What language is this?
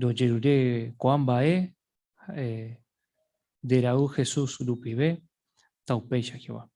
Guarani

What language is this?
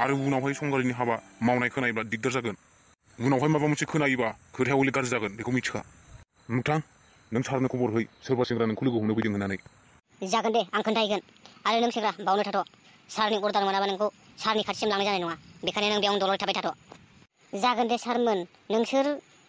Bodo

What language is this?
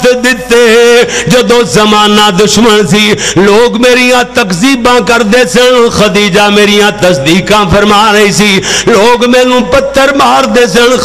Western Panjabi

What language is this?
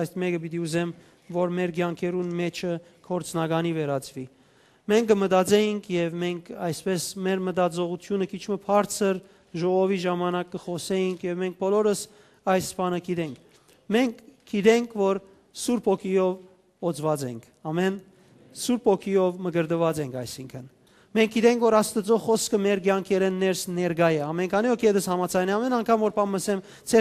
Western Armenian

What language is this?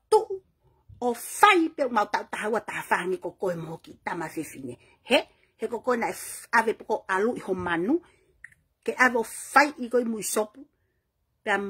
Tongan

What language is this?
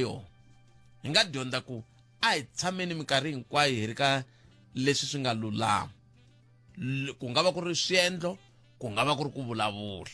Tsonga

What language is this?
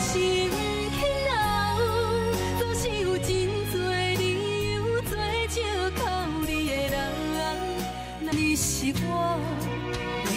Min Nan Chinese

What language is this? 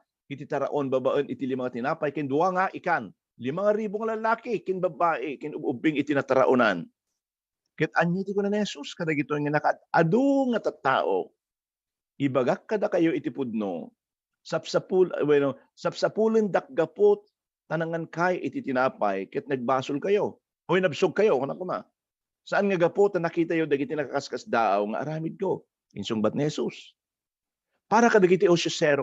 Iloko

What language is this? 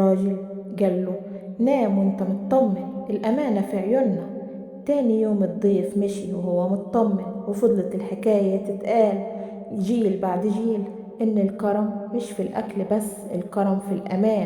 Egyptian Arabic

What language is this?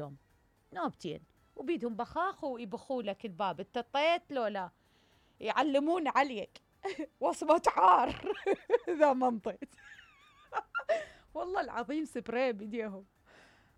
Mesopotamian Arabic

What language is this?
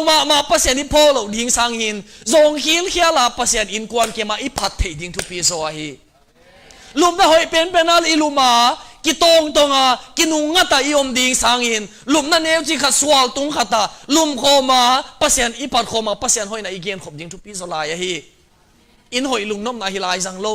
Tedim Chin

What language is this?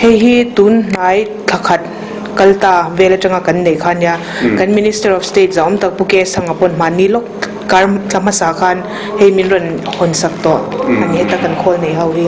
Mizo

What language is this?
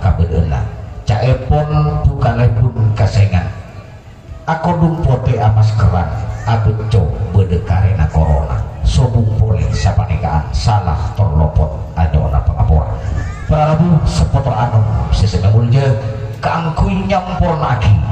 Madurese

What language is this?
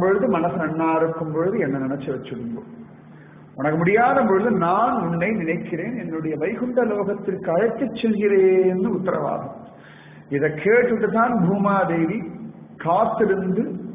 Tamil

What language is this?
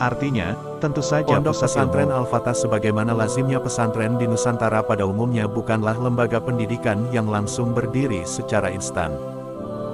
Indonesian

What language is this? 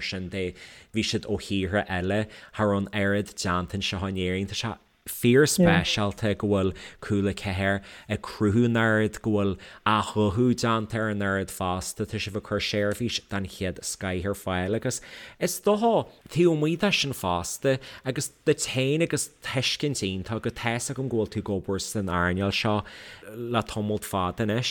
Irish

